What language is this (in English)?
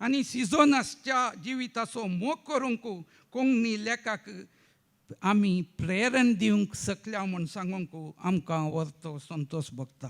Konkani